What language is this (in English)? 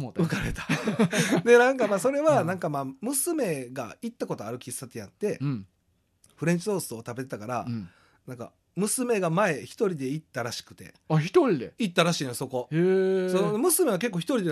Japanese